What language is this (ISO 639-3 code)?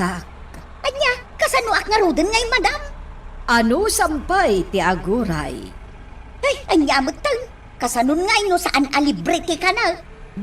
ilo